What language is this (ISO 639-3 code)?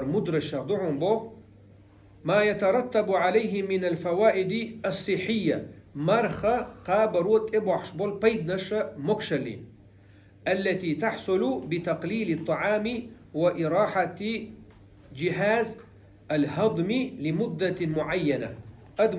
che